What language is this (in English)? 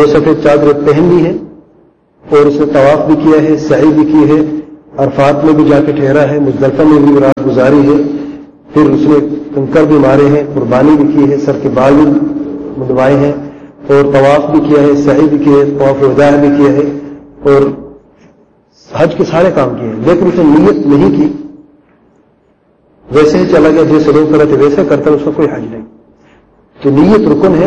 Urdu